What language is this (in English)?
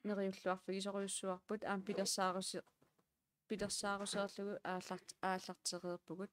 Kalaallisut